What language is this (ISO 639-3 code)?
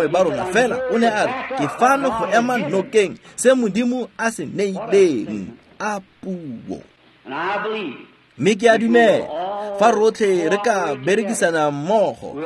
tsn